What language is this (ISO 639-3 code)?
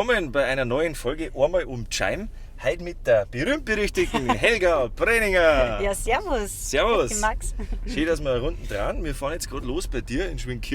bar